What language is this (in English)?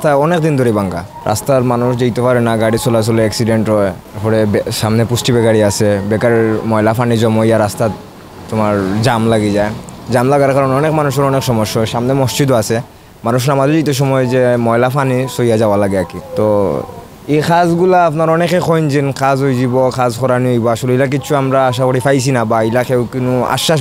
Sylheti